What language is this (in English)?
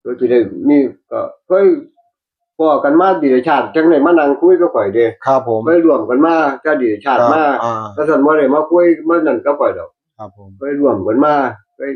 Northeastern Thai